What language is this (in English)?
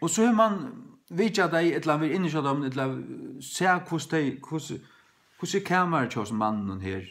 Faroese